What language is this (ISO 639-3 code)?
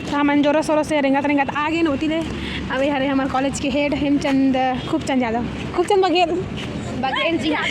hne